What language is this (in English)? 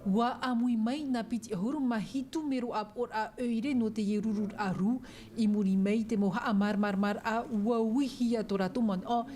Tahitian